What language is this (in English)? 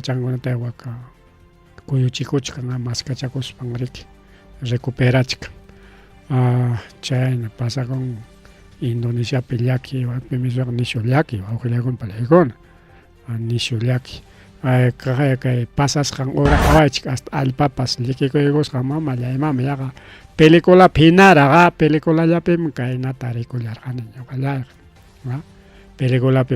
Ayacucho Quechua